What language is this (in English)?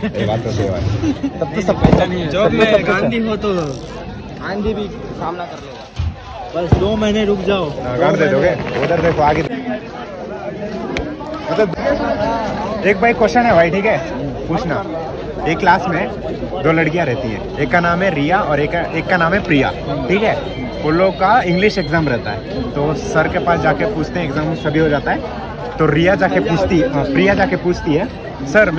Hindi